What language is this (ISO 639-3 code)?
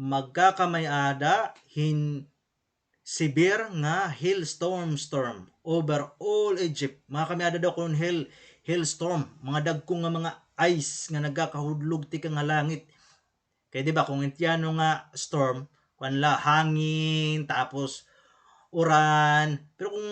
war